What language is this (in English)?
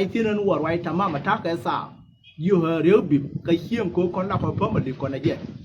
Nuer